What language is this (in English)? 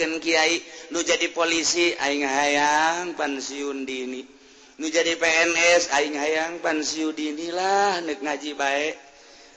Sundanese